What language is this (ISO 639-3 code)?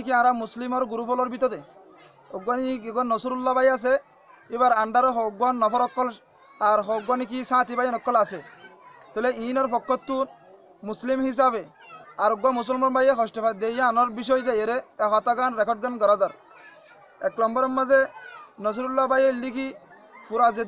rhg